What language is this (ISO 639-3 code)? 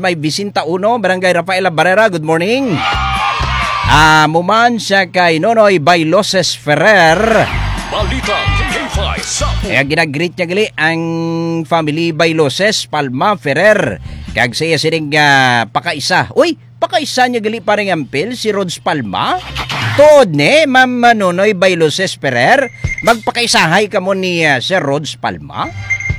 hil